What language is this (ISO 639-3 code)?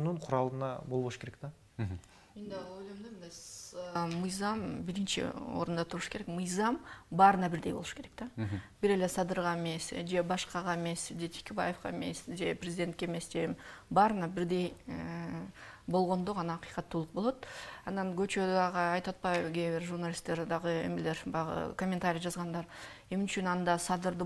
kir